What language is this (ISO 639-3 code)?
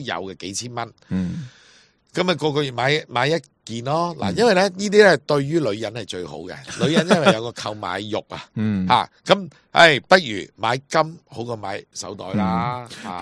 yue